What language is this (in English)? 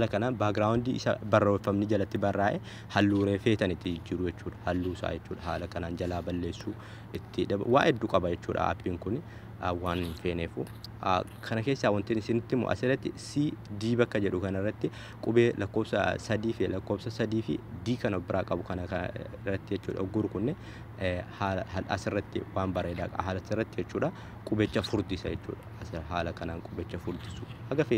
Oromo